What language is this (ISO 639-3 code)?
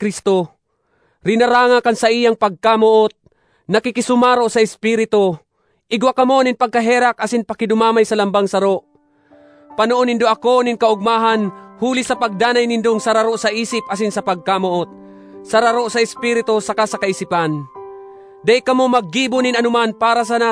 bik